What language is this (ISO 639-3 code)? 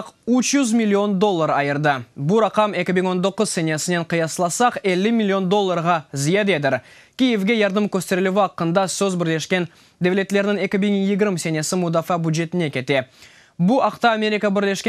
crh